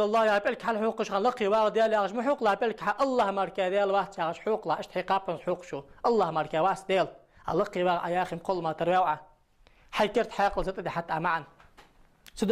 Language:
Ingush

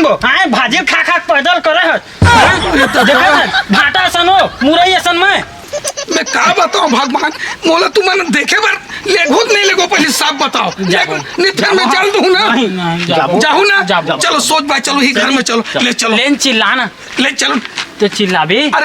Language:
Chhattisgarhi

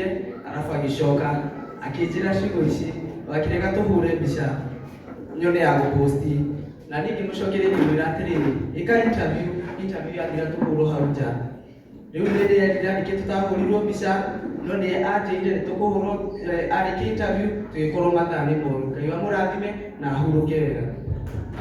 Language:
Kikuyu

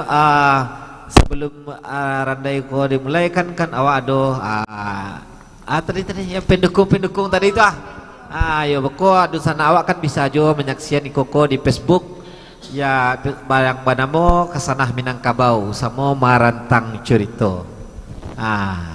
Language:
Minangkabau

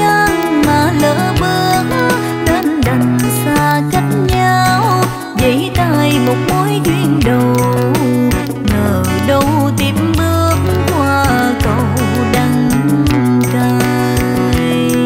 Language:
Vietnamese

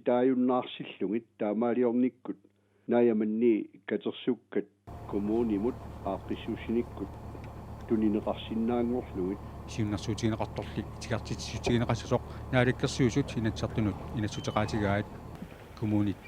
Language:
Kalaallisut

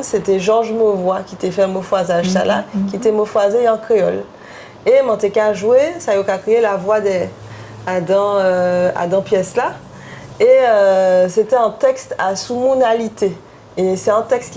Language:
Guadeloupean Creole French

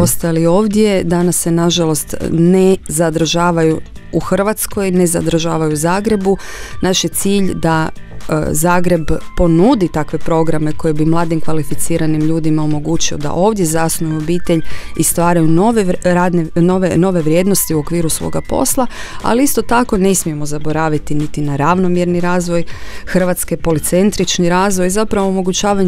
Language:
Croatian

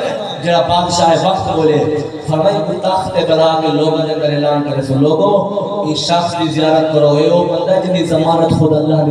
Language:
Saraiki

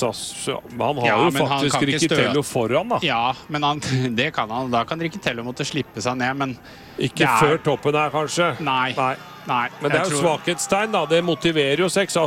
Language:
Norwegian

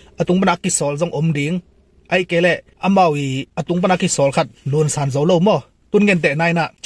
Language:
Tedim Chin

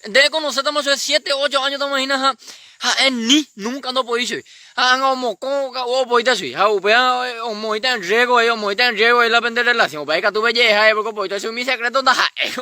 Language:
Guarani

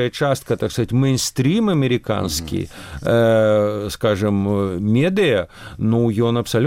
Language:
Belarusian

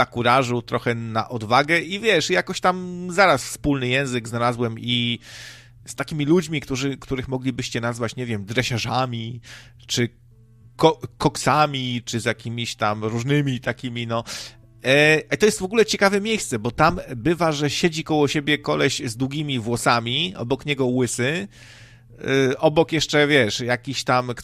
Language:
Polish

